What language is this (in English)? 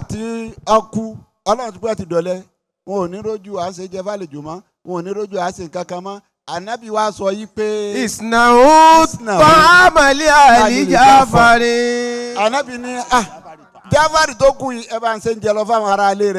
Yoruba